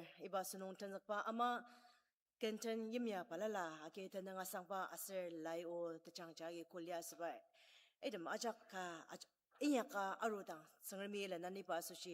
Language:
Ao Naga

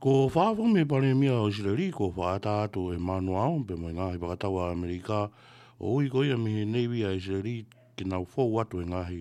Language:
Tongan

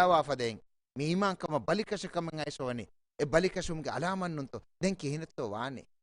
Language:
Divehi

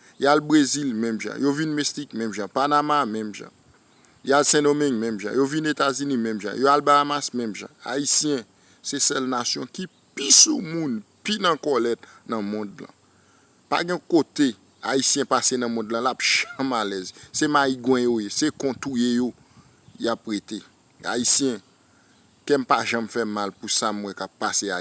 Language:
Haitian Creole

